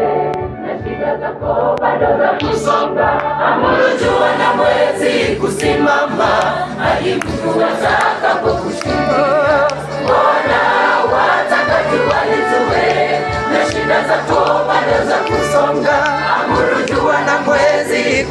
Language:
Swahili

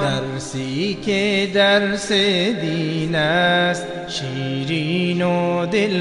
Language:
Persian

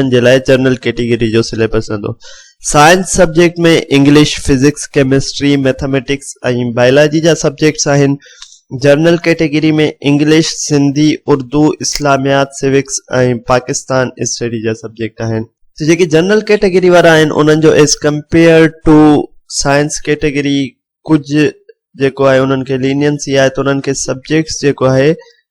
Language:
Sindhi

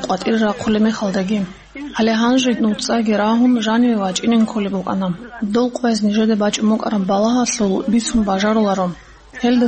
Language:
Avaric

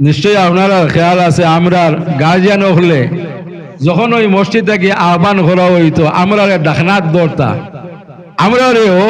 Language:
Sylheti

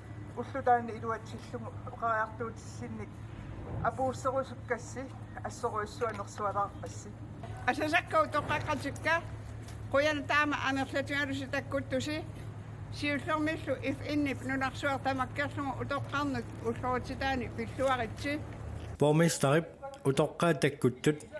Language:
Kalaallisut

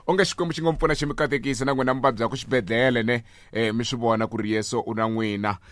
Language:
Tsonga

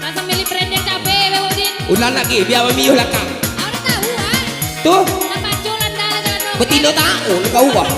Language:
Minangkabau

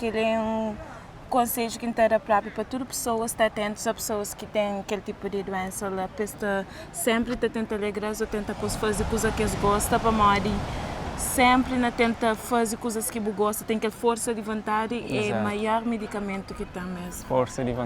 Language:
Kabuverdianu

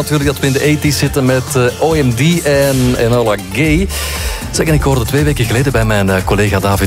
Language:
Dutch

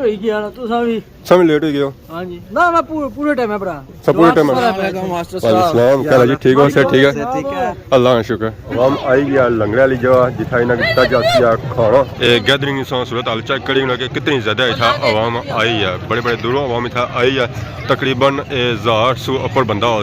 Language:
Pahari-Potwari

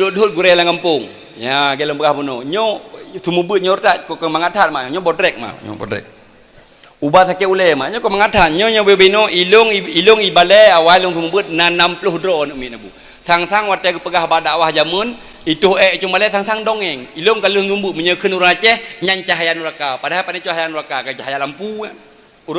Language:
Achinese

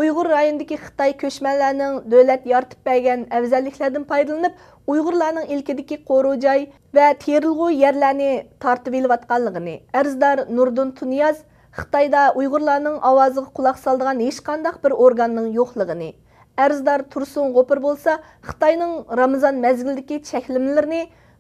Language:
Uyghur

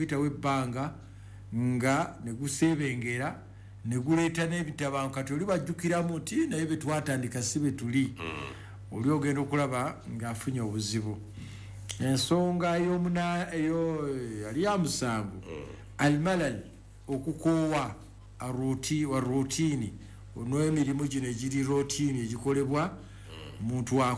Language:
Ganda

